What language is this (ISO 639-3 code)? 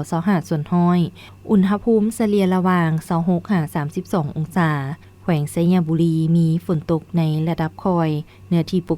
lao